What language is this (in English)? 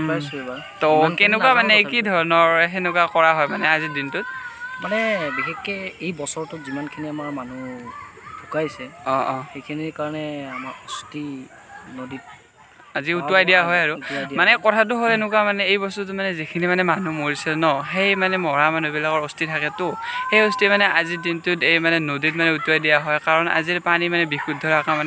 Assamese